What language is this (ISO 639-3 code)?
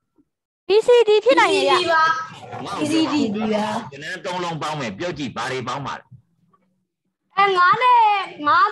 mya